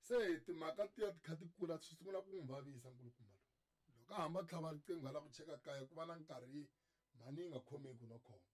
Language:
Tsonga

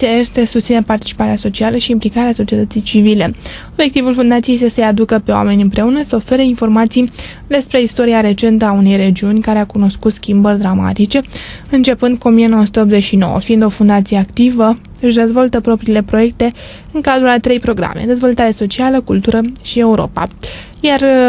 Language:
Romanian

